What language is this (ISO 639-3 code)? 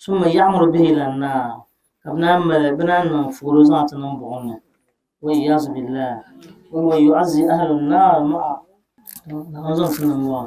dag